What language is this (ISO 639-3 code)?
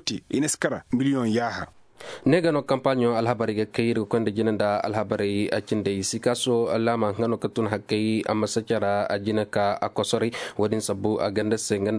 ses